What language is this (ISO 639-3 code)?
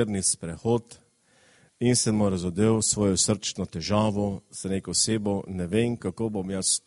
slv